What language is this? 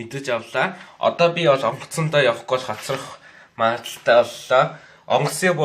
Mongolian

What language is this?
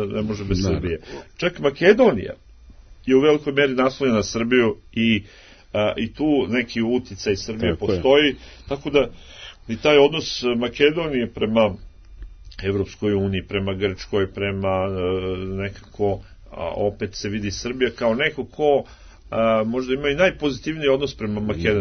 Serbian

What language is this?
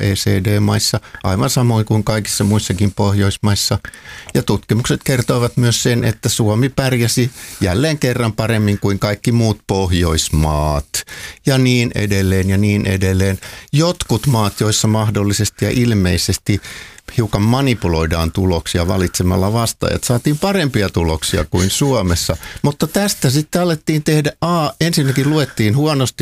Finnish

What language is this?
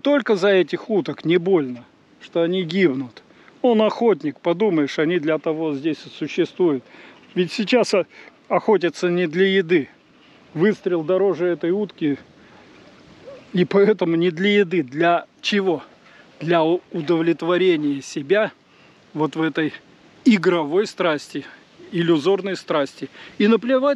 Russian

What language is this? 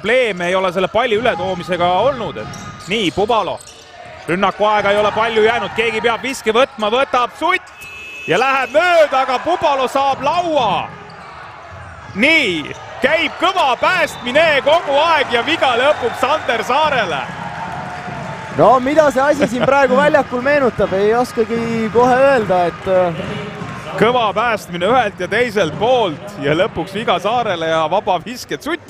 Estonian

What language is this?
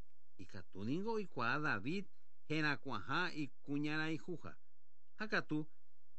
Guarani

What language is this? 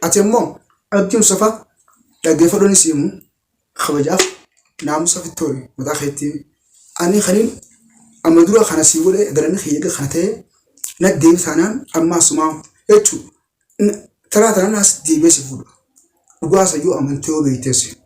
Oromo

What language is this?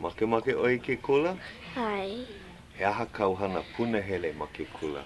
Hawaiian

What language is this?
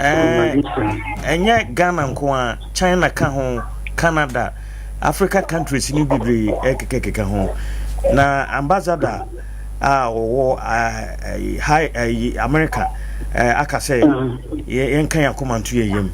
Akan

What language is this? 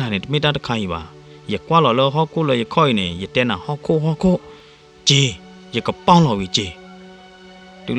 S'gaw Karen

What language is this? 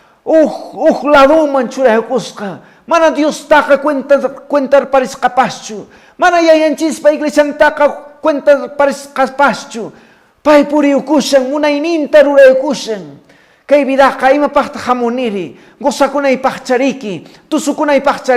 Quechua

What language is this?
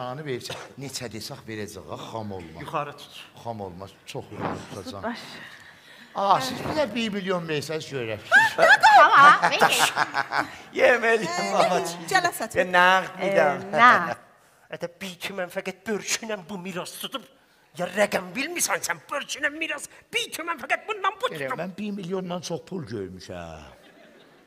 South Azerbaijani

